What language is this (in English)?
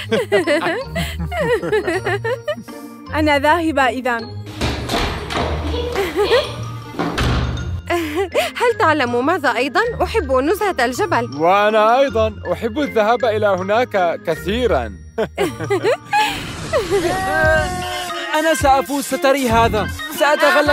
Arabic